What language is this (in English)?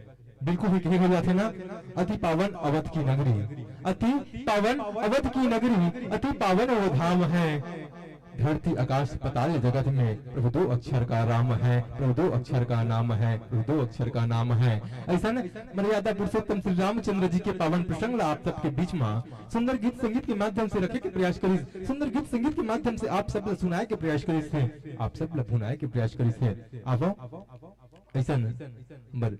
Chhattisgarhi